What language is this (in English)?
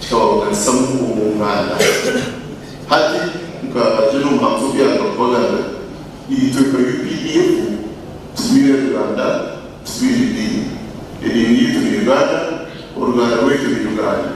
Nyankole